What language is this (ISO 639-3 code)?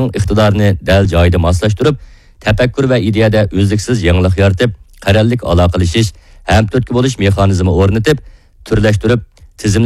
uig